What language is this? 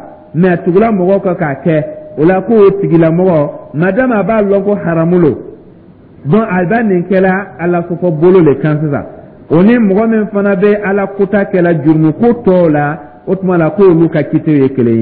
Dyula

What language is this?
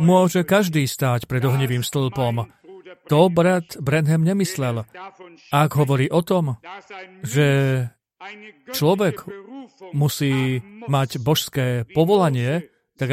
Slovak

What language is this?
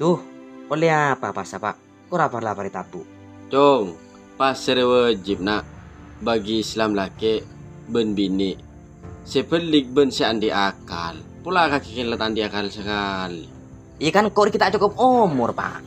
Madurese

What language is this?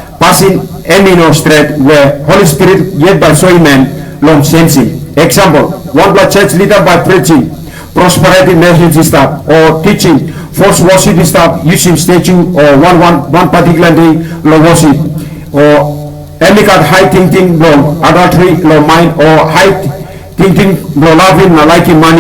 Tok Pisin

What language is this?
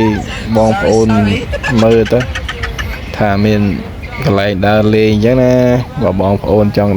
Khmer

